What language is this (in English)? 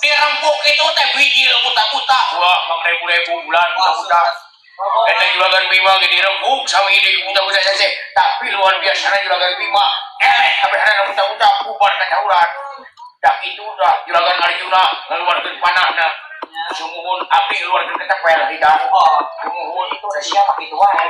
Sundanese